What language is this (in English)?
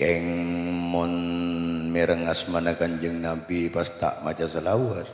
Madurese